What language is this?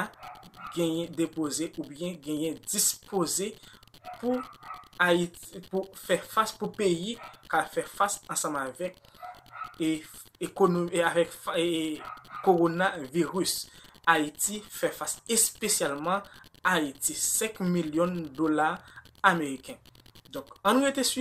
Haitian Creole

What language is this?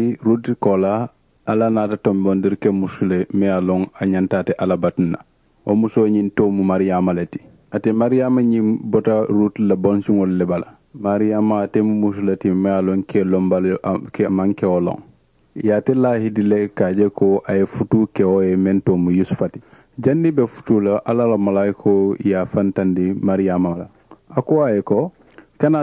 Mandingo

